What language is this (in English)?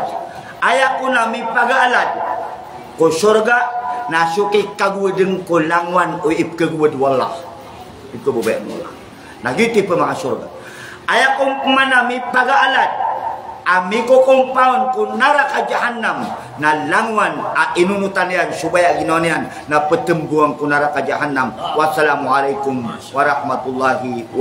Maranao